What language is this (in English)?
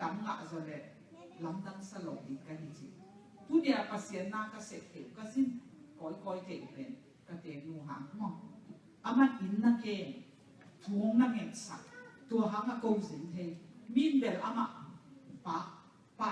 Tedim Chin